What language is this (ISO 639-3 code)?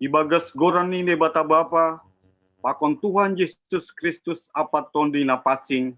bts